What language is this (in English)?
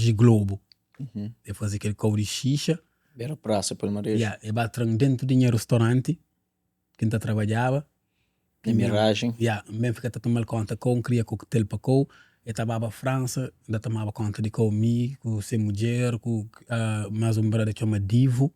Kabuverdianu